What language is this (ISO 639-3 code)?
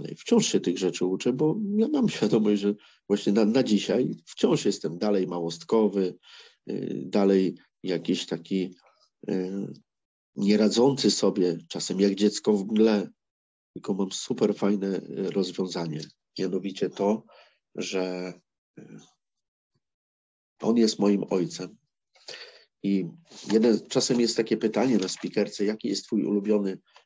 pol